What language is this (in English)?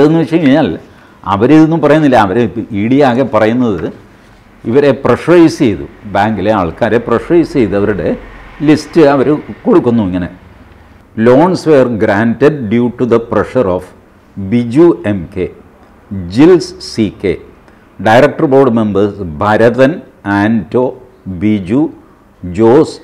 Malayalam